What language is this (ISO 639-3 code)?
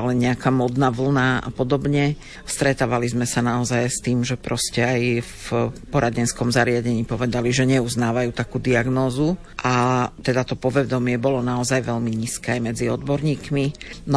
slk